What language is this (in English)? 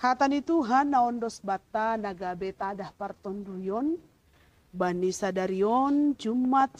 Batak Simalungun